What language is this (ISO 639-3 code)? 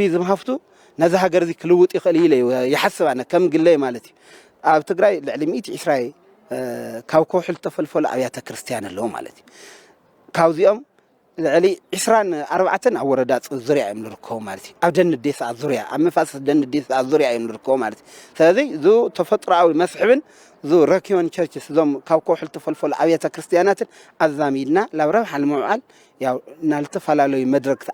tir